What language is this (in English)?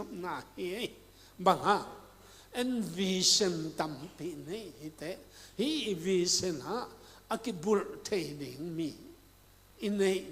Tedim Chin